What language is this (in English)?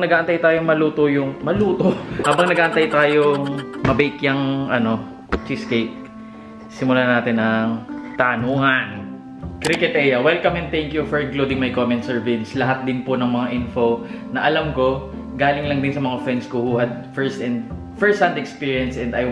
Filipino